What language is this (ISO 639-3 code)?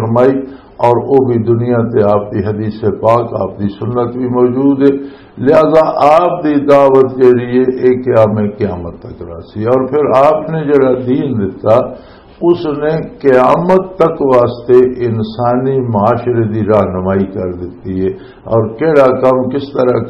lah